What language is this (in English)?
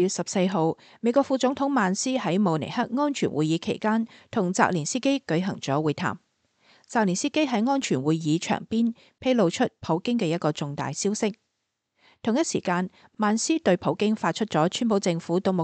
Cantonese